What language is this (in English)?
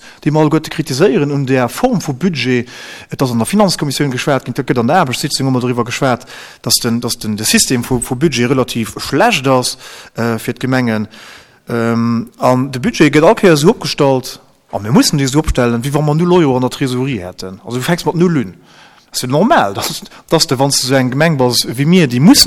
Luxembourgish